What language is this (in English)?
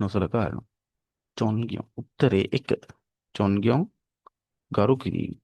Sinhala